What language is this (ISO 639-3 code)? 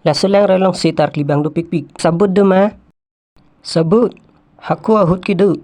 mjw